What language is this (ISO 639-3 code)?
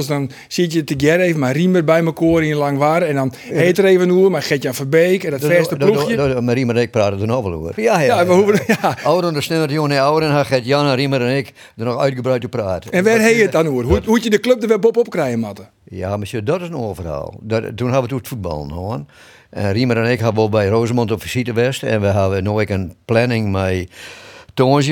fry